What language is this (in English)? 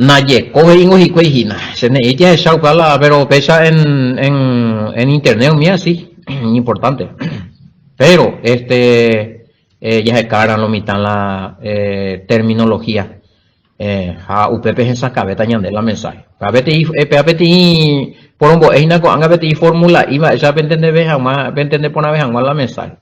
Guarani